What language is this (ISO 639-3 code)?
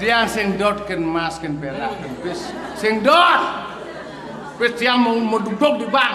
ban